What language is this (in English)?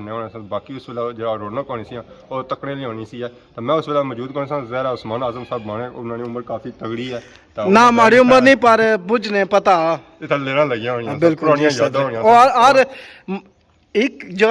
Pahari-Potwari